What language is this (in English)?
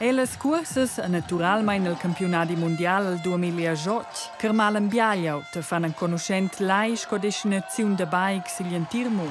Romansh